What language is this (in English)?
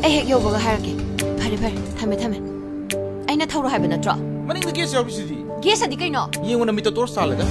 Manipuri